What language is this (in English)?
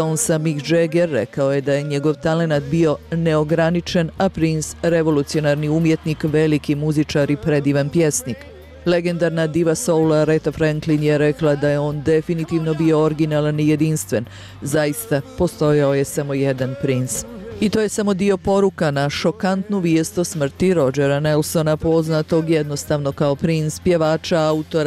Bosnian